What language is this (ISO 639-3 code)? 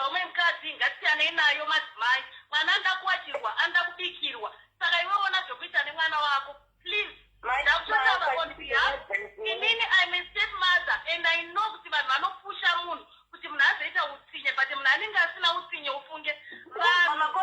sna